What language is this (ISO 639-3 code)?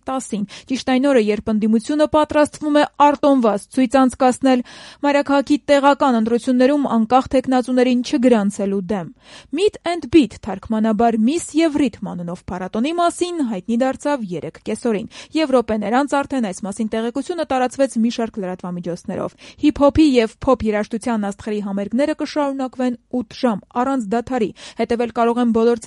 hye